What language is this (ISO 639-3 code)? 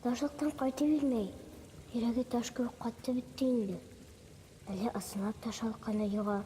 bak